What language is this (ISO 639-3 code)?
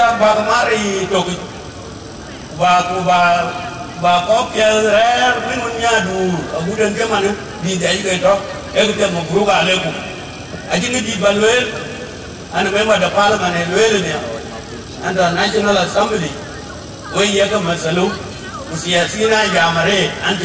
din